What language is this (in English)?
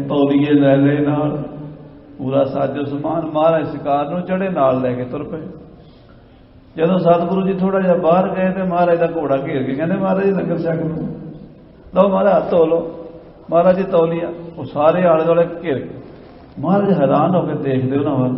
Punjabi